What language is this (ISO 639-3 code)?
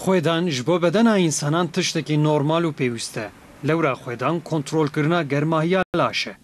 kur